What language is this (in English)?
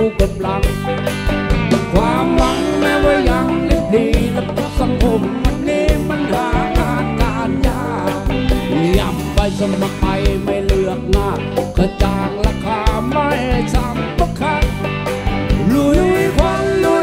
Thai